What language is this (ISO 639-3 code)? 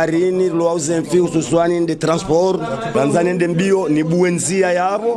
zdj